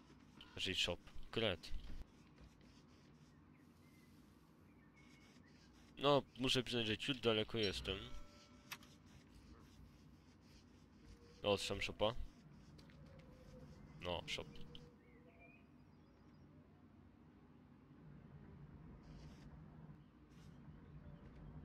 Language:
Polish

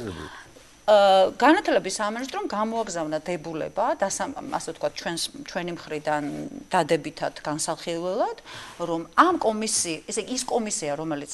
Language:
Georgian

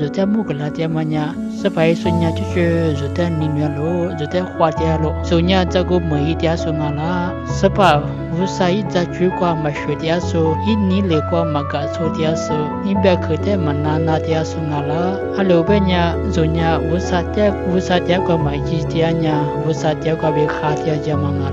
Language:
Lisu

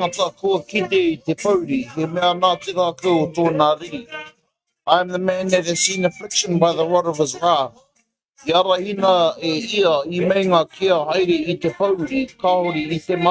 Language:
Māori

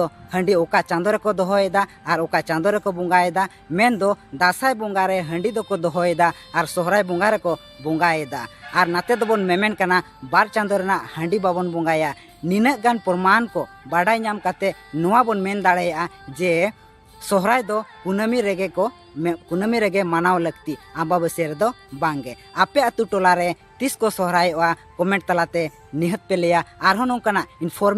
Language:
Santali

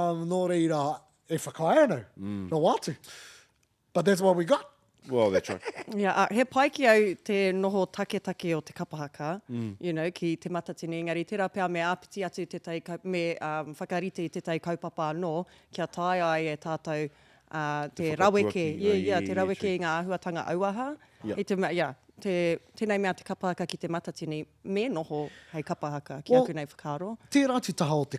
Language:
Māori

